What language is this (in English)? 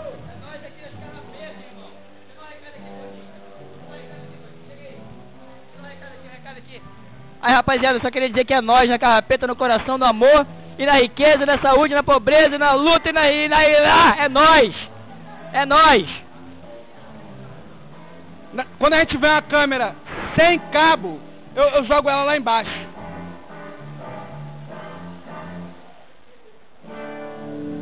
Portuguese